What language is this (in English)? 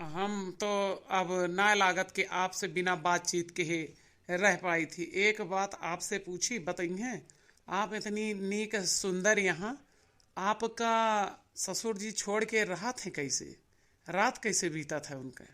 Awadhi